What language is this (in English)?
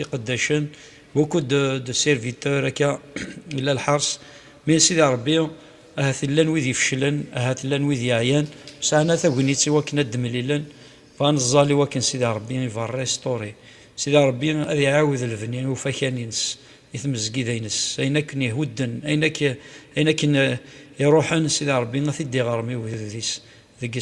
Kabyle